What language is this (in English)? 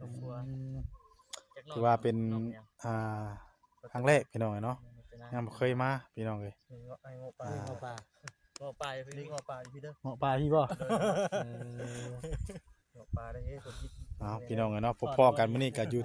Northeastern Thai